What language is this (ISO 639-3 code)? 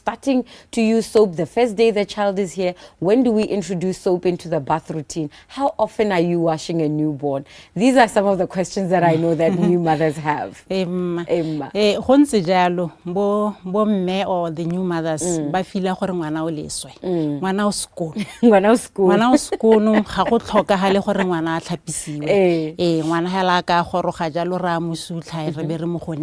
tsn